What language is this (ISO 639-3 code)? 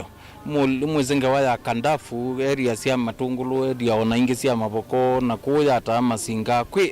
kam